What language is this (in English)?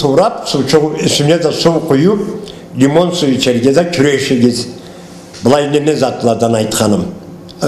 Karachay-Balkar